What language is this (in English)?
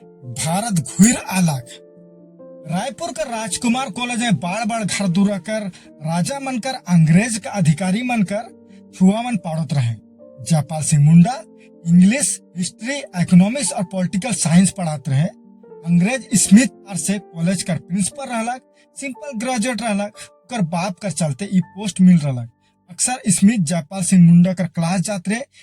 Sadri